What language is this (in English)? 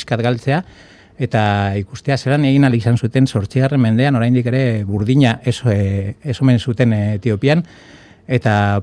Basque